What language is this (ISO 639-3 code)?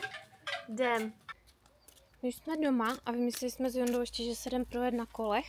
ces